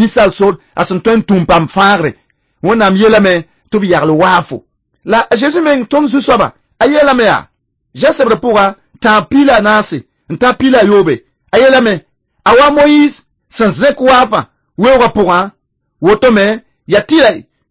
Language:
Mossi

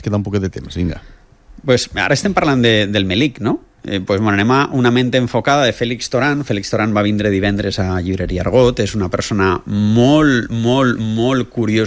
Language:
Catalan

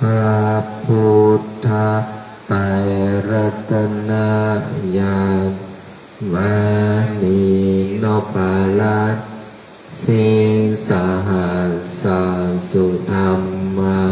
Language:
Pali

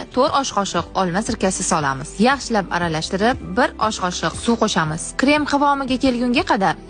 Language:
Uzbek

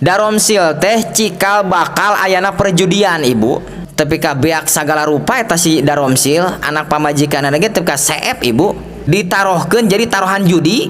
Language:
Sundanese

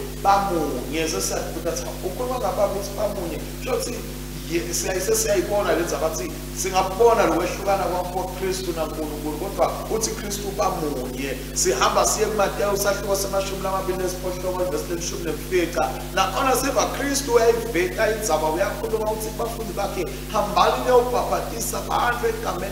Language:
Swati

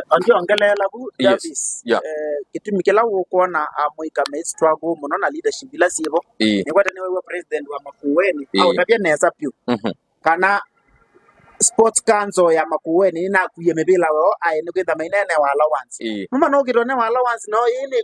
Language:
Kamba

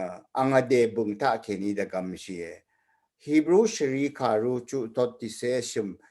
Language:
Rawang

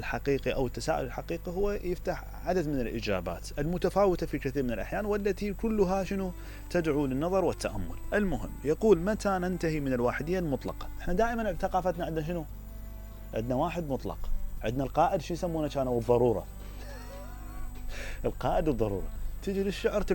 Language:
Mesopotamian Arabic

